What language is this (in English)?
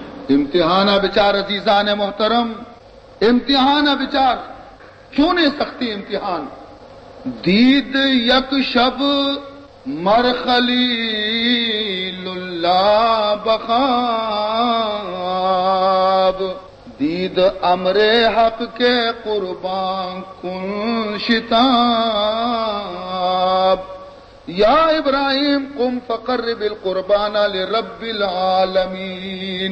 Baluchi